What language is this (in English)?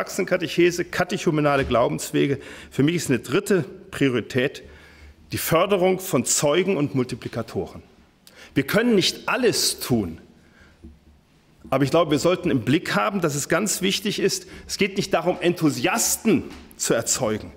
German